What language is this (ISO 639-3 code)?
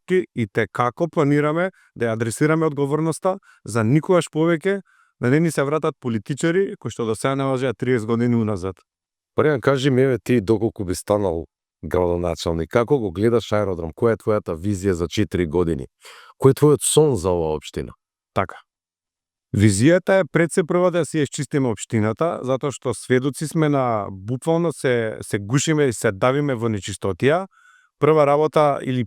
mkd